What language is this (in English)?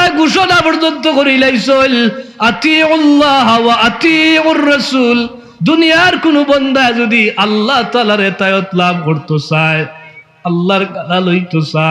Sylheti